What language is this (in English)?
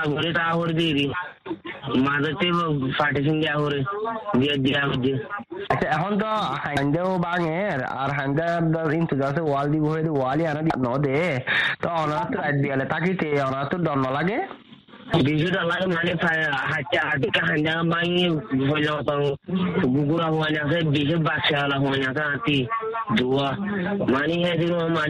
Bangla